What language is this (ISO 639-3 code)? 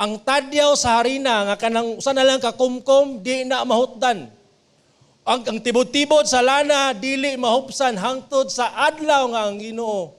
ceb